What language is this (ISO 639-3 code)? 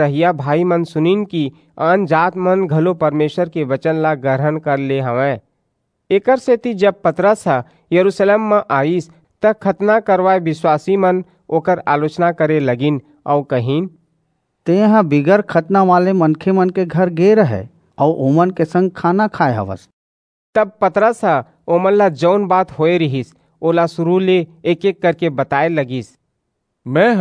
hne